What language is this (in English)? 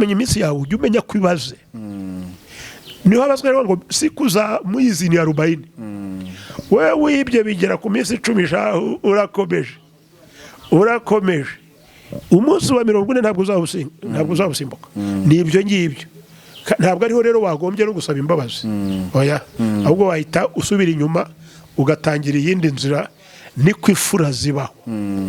Kinyarwanda